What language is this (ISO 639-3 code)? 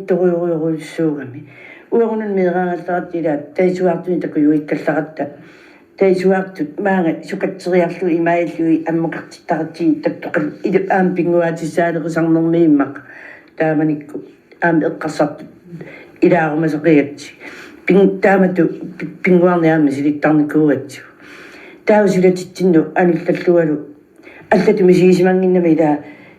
kal